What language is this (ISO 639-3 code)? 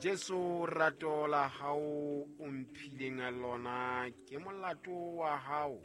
sot